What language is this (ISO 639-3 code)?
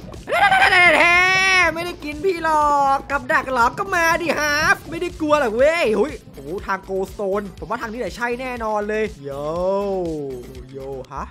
tha